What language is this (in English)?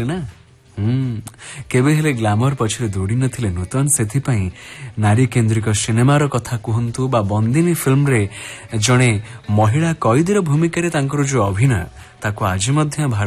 Odia